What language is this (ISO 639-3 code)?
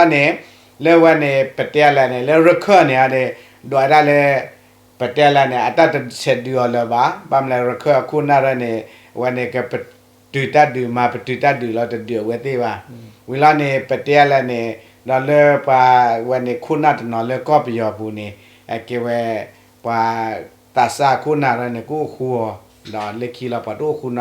ksw